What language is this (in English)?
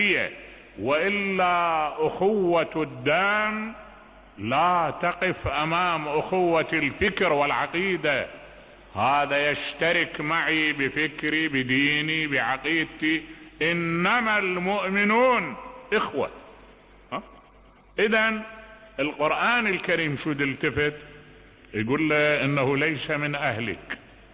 Mesopotamian Arabic